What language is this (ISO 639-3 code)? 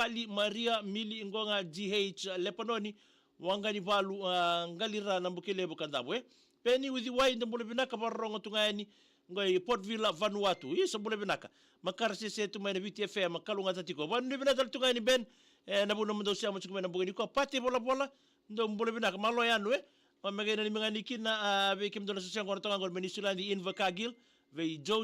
fij